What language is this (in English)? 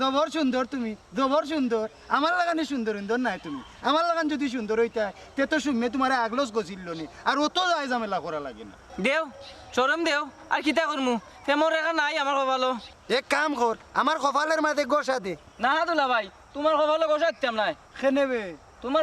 Sylheti